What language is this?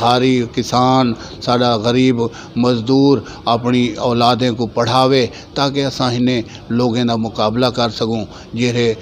Saraiki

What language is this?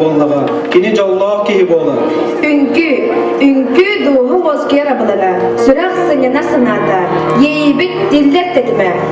Yakut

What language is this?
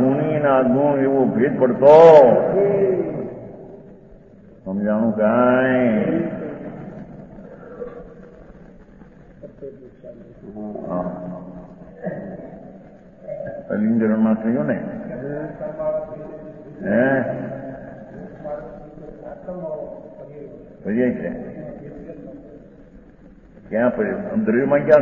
Gujarati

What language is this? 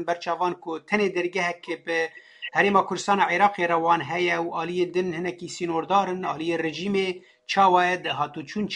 Kurdish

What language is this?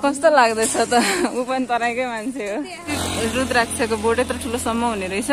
Nepali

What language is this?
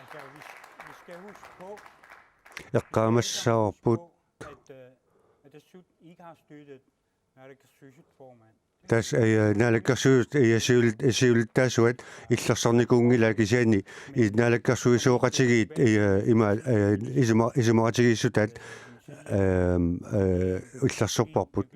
Kalaallisut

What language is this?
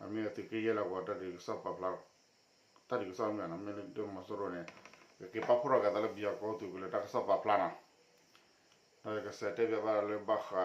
S'gaw Karen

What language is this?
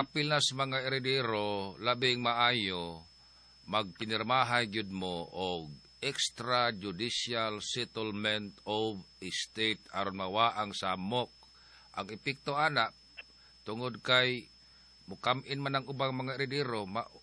Cebuano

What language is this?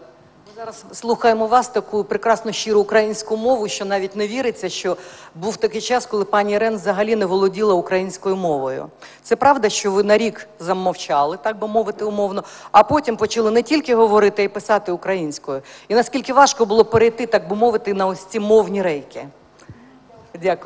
Ukrainian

